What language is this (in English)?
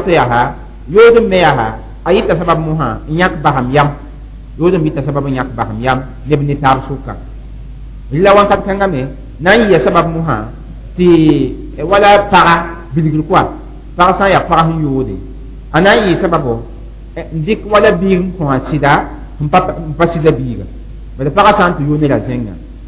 Mossi